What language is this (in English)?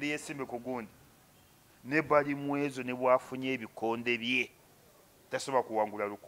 Ganda